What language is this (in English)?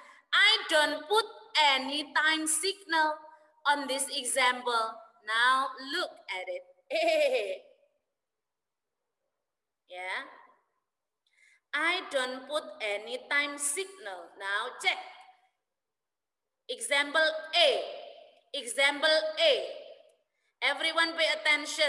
Indonesian